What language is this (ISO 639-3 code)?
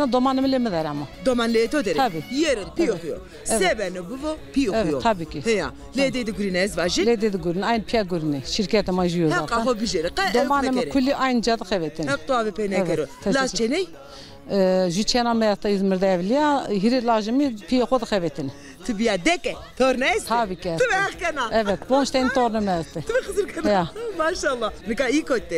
zza